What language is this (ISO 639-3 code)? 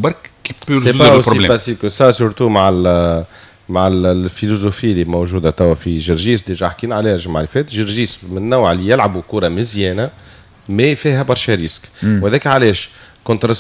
aeb